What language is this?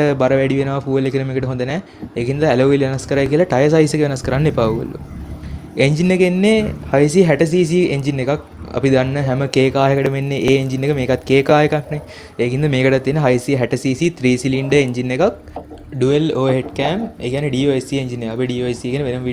Sinhala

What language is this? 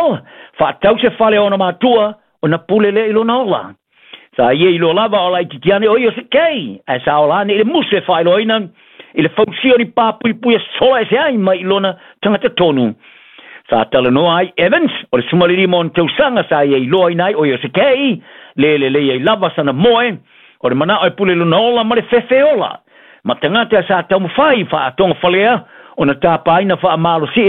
Samoan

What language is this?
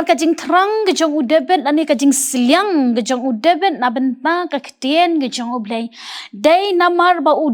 Khasi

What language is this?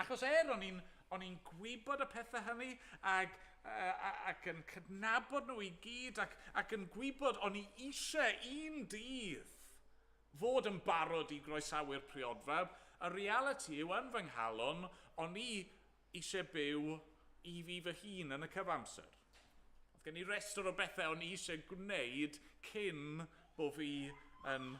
Welsh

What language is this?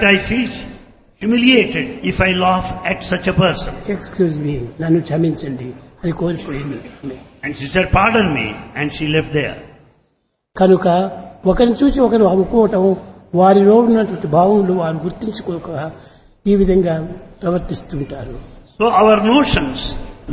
Telugu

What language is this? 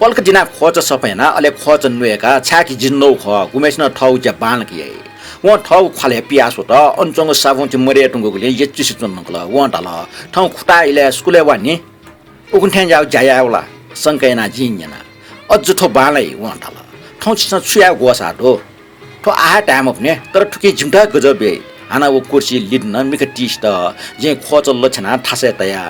Newari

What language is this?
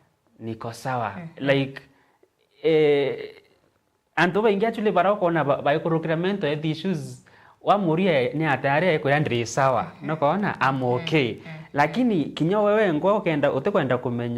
Meru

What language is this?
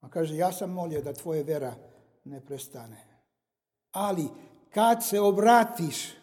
Serbian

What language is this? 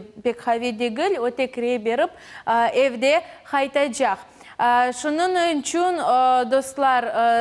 Crimean Tatar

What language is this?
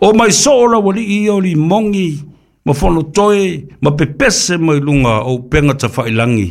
Samoan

